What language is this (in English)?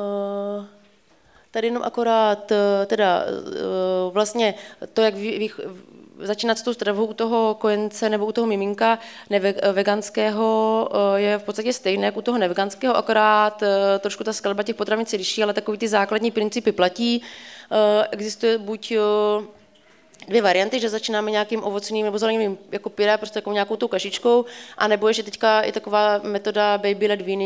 Czech